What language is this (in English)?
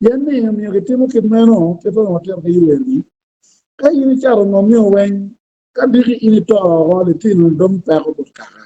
Acoli